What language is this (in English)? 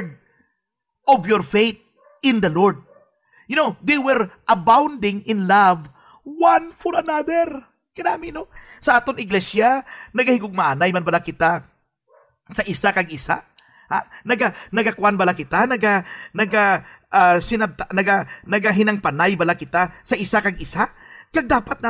Hiligaynon